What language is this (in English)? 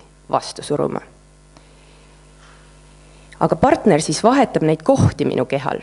Estonian